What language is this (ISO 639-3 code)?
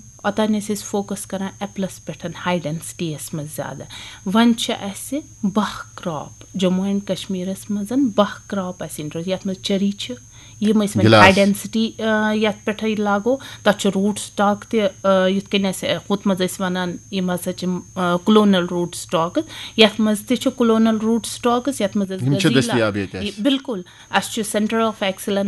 kas